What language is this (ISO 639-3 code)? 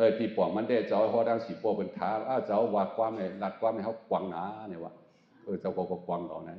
shn